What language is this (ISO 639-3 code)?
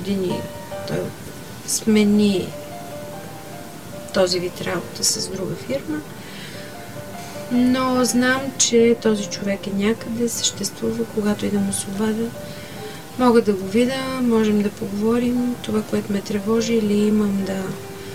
bul